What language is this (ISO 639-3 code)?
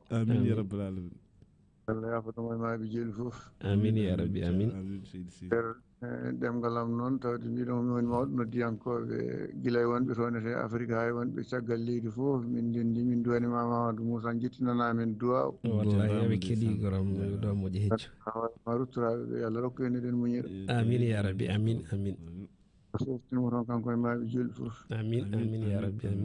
ful